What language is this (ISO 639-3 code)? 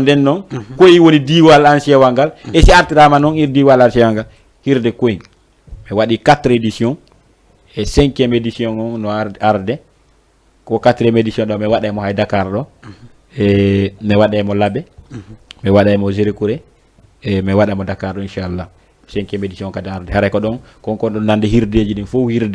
ful